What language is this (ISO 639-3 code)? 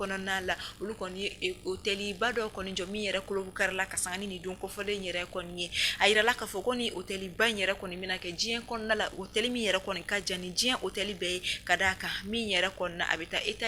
bam